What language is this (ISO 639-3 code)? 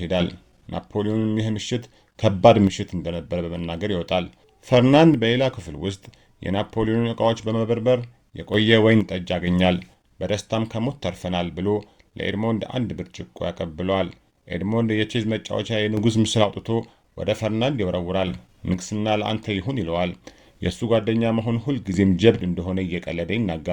amh